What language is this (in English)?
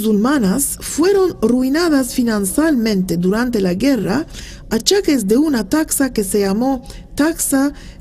Ladino